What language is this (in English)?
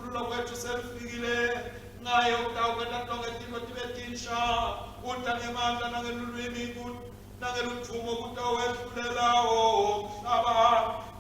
Swati